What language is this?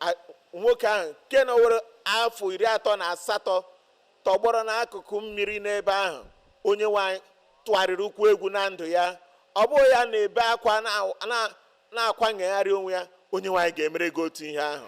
Igbo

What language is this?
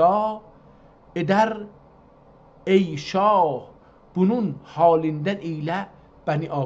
South Azerbaijani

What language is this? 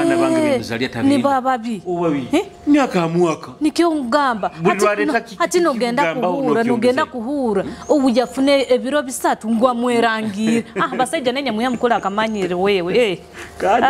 Nyoro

